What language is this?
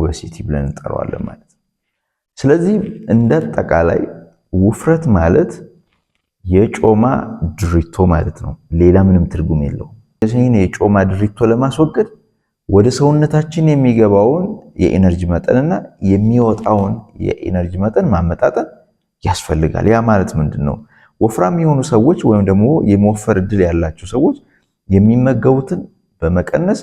Amharic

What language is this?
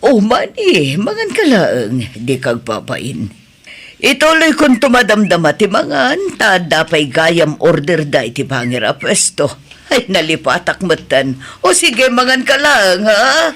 Iloko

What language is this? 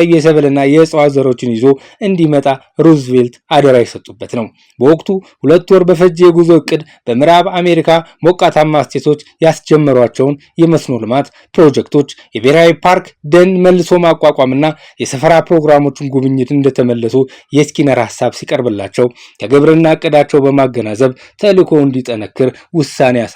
Amharic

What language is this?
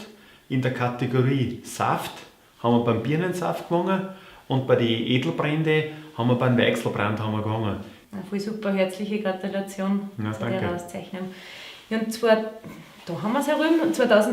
Bavarian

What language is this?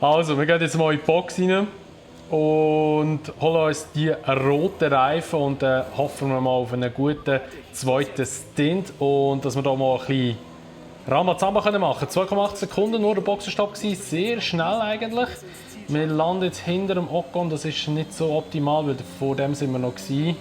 Swiss German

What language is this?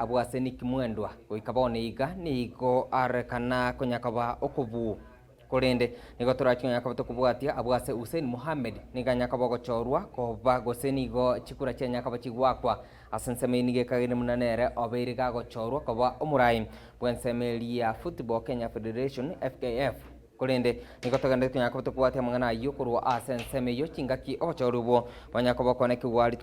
Gusii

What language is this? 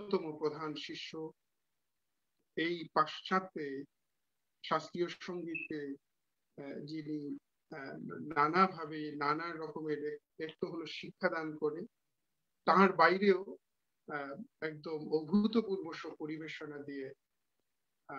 Bangla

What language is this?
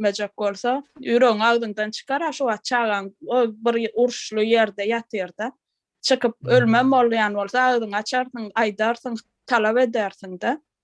Turkmen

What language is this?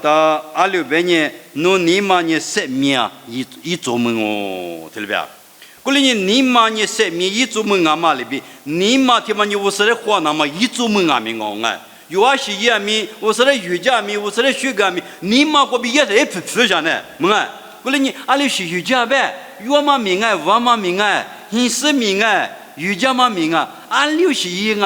Lisu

